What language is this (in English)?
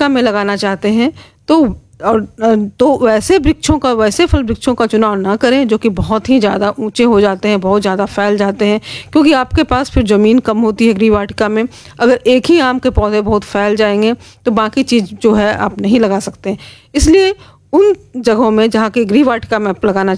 Hindi